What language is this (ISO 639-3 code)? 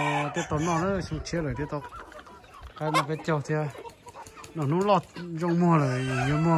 hmn